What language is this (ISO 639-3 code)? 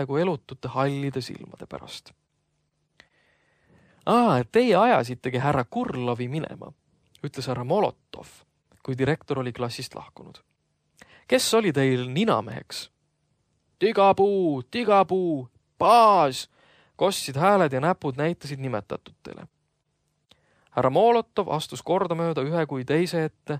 est